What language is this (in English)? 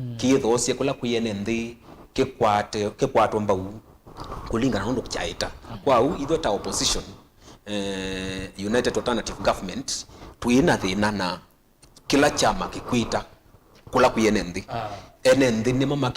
Kamba